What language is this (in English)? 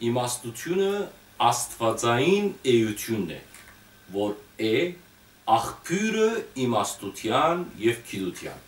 Western Armenian